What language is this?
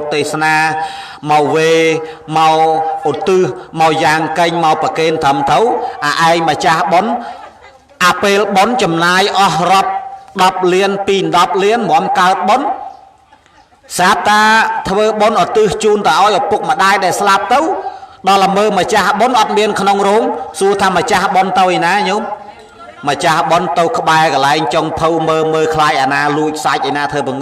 Khmer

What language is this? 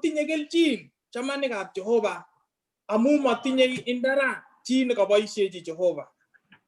Kalenjin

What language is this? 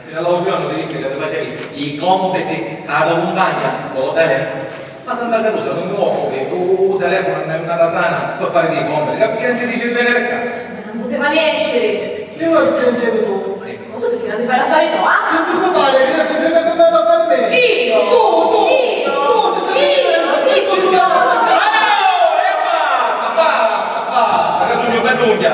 Sicilian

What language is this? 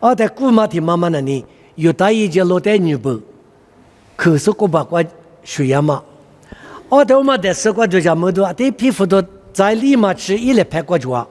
Lisu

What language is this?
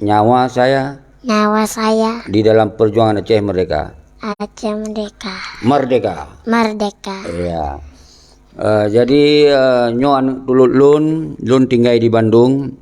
Achinese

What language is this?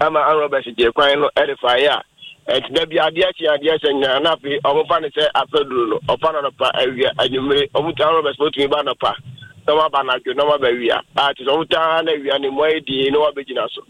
Akan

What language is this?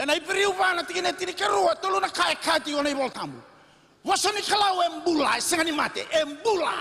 Fijian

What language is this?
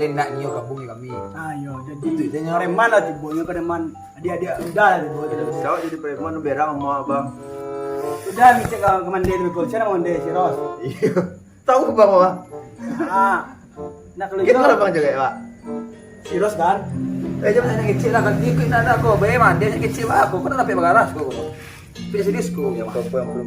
Minangkabau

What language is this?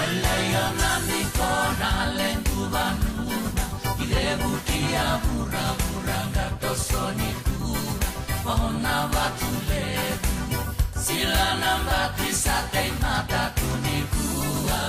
Fijian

